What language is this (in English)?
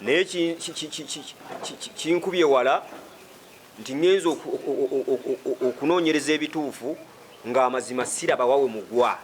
Ganda